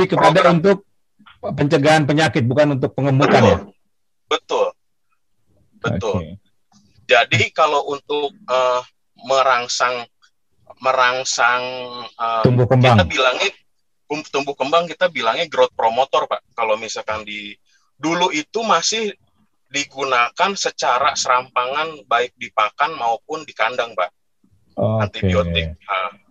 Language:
Indonesian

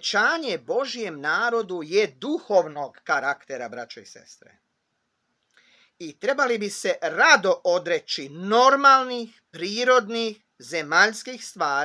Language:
Croatian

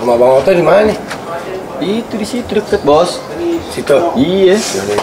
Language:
Betawi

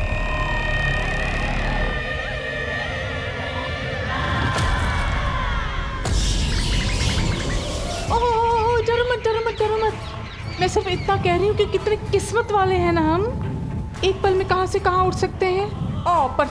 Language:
Hindi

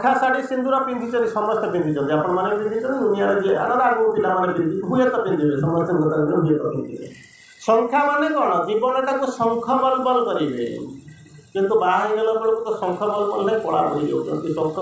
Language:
Odia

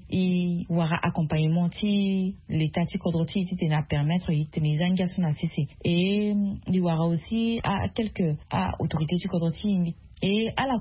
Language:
Sango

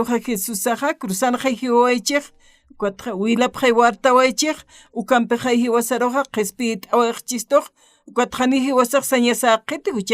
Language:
Aymara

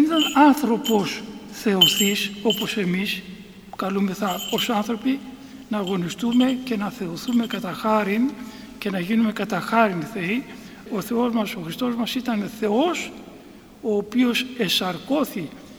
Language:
Greek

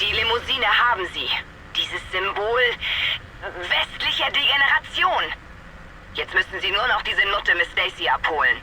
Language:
Bavarian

